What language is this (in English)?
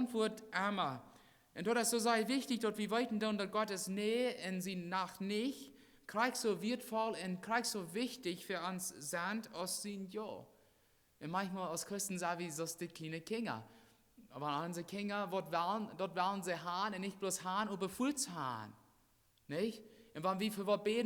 Plautdietsch